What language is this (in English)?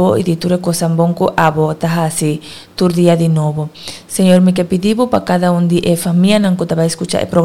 Papiamento